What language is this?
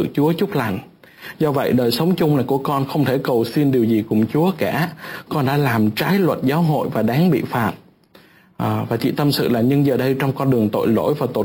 Vietnamese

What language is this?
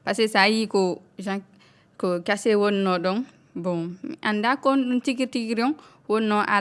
Fula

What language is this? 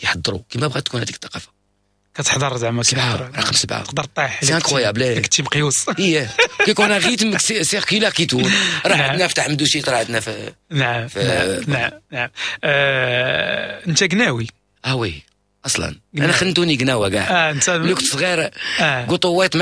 Moroccan Arabic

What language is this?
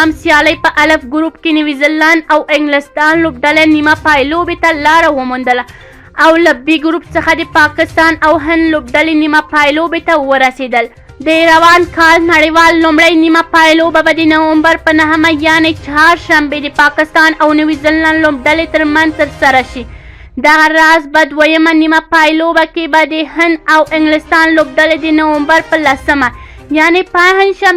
Pashto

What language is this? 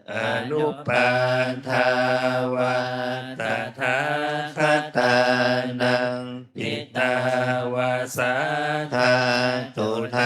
Pali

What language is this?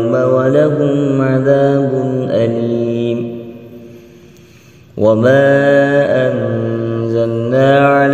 Arabic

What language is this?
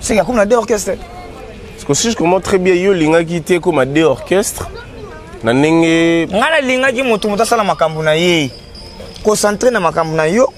Lingala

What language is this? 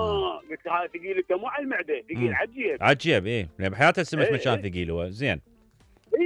Mesopotamian Arabic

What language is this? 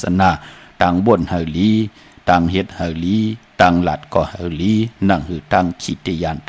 Shan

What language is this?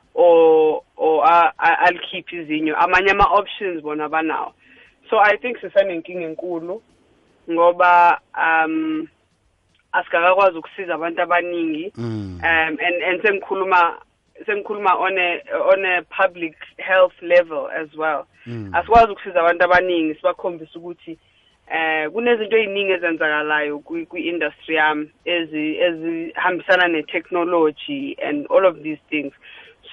South Ndebele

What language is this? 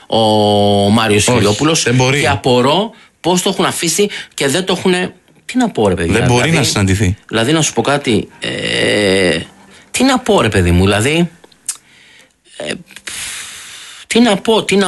Greek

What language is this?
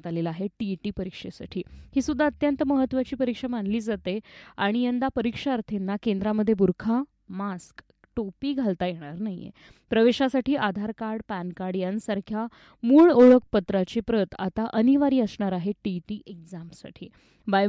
Marathi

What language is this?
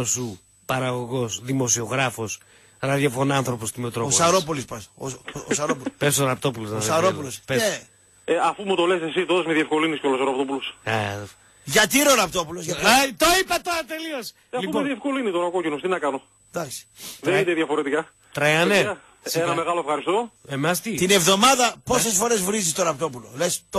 Greek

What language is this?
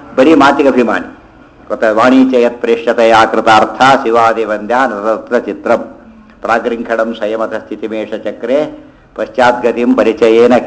Kannada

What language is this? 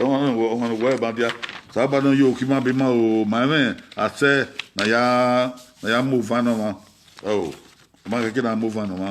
Bini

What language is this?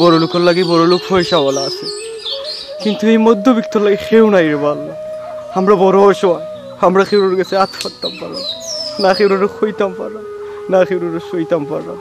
Sylheti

